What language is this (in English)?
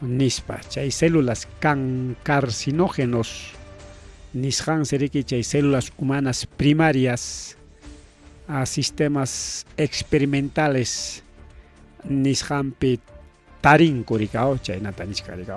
Ayacucho Quechua